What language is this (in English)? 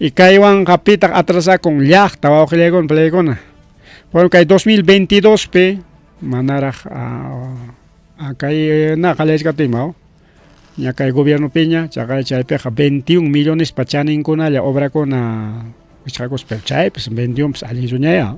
Ayacucho Quechua